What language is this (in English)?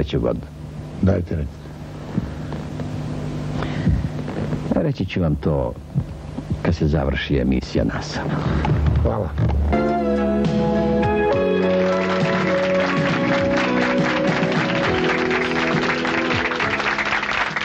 Serbian